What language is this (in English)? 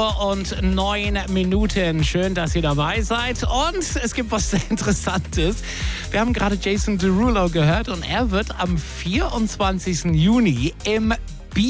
German